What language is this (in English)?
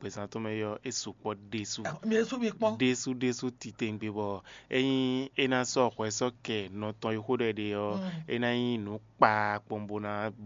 Fon